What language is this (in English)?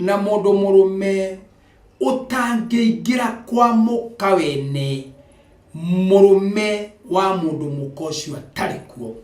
Kikuyu